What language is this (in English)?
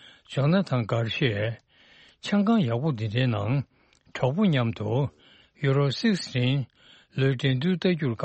Tibetan